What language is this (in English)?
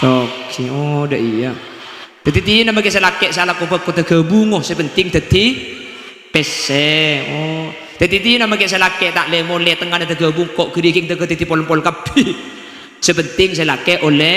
Madurese